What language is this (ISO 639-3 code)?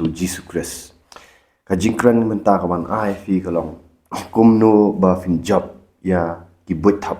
kha